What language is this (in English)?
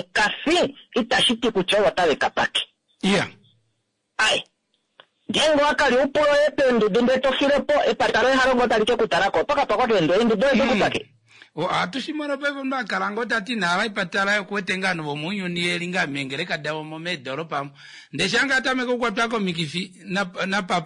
Kuanyama